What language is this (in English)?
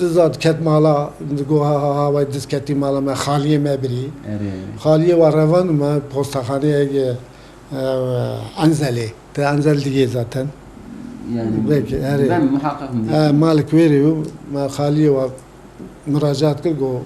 Kurdish